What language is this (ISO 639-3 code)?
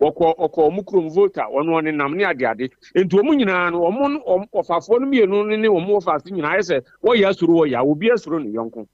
aka